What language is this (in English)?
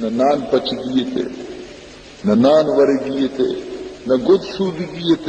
Baluchi